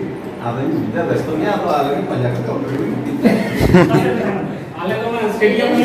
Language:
Santali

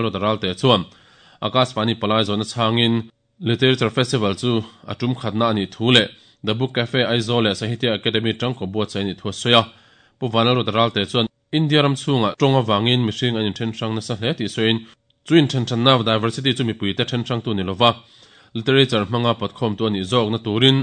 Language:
Mizo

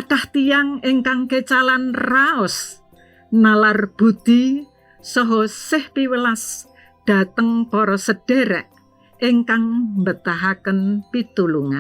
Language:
Javanese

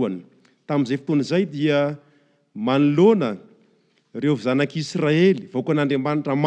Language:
Malagasy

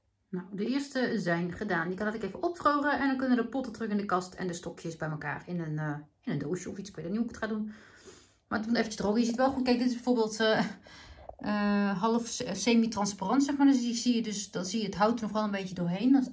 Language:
Dutch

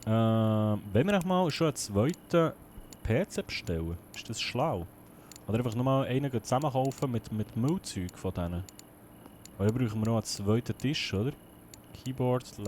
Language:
Swiss German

